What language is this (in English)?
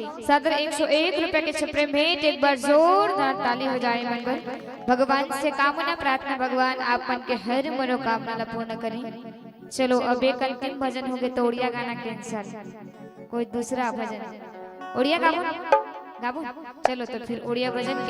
Chhattisgarhi